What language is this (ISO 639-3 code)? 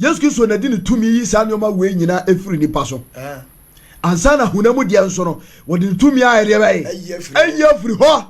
aka